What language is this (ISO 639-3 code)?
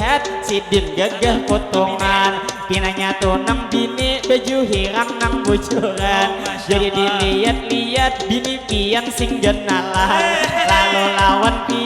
bjn